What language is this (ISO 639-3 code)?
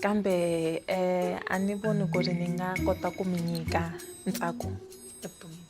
tso